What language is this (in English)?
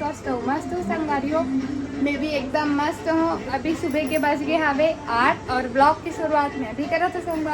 Chhattisgarhi